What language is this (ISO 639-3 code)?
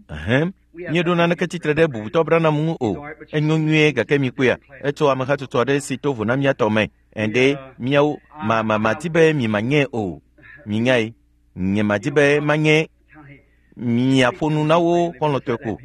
ewe